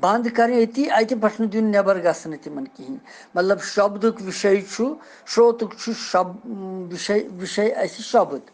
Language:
Kashmiri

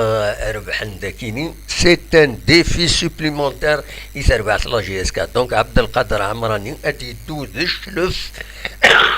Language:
Kabyle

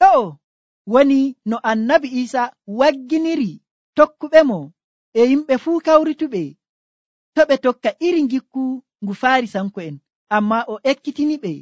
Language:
Nigerian Fulfulde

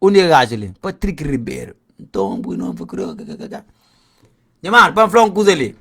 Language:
Kabuverdianu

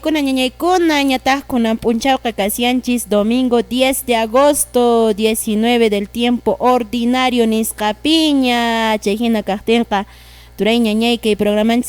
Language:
Quechua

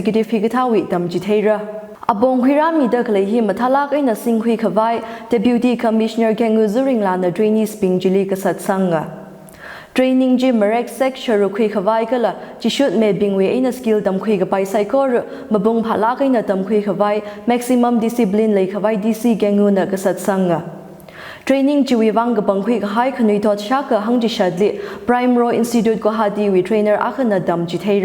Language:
Tangkhul Naga (India)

